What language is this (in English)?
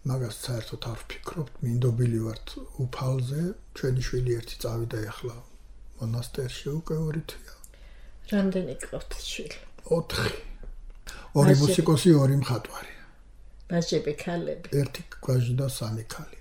Georgian